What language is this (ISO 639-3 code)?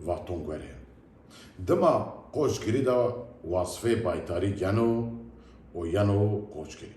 zza